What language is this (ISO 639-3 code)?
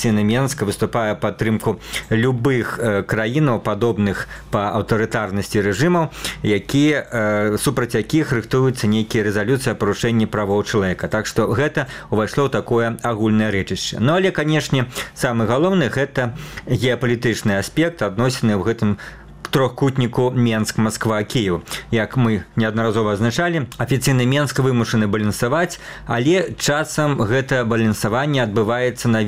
bel